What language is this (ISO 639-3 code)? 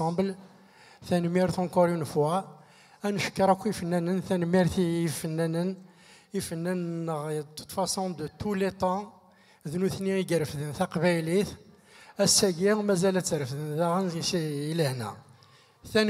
kab